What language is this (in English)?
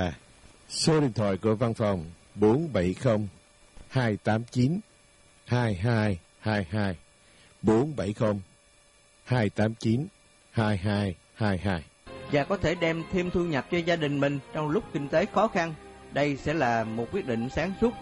Vietnamese